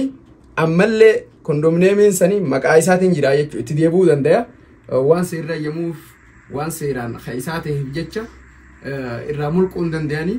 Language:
Oromo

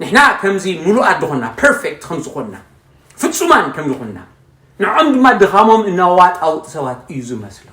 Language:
Tigrinya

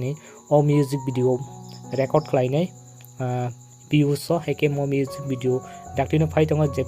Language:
Kok Borok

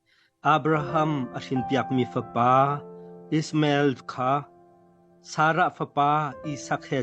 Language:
Hakha Chin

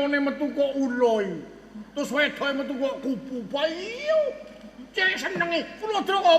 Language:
Javanese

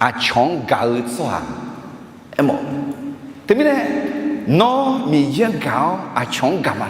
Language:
Akha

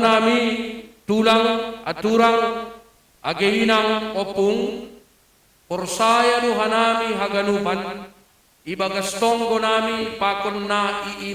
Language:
Batak Simalungun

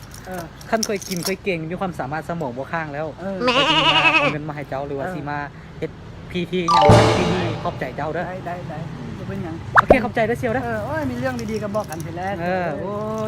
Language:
Lao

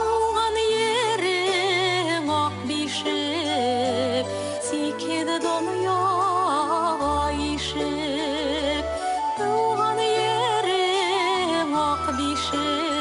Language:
Bashkir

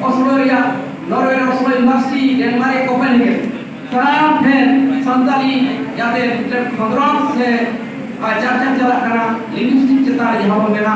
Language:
Santali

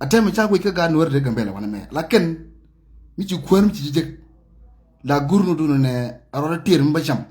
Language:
Nuer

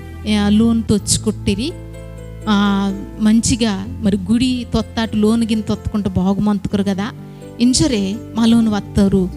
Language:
Koya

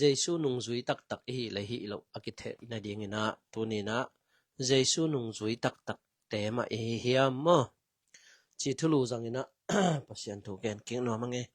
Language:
Tedim Chin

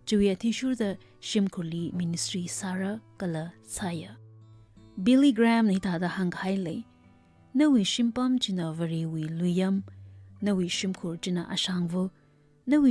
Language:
Tangkhul Naga (India)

